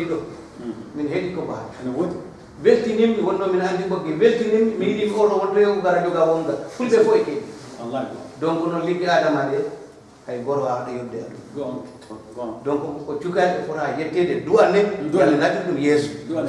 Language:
Fula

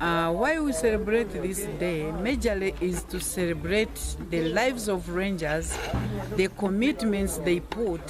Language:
Nyankole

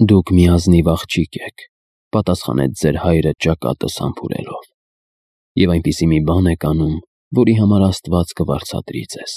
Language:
Armenian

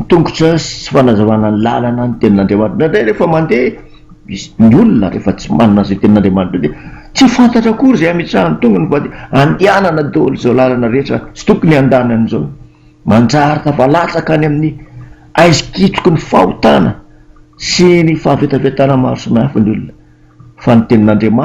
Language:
Malagasy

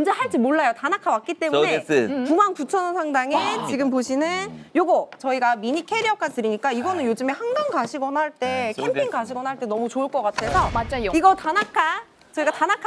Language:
Korean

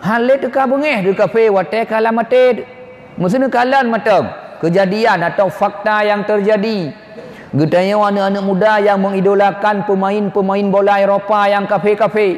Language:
Achinese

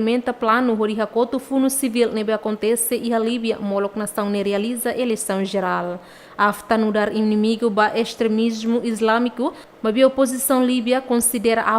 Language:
Tetum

